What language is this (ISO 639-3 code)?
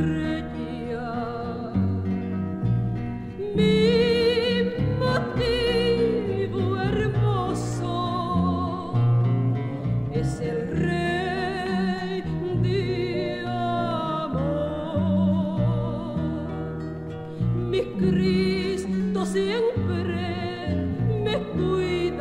spa